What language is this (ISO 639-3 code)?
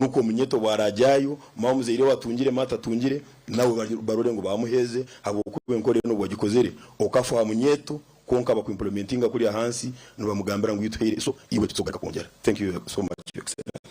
nyn